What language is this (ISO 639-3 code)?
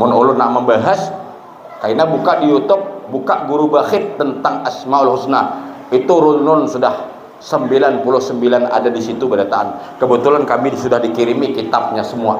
bjn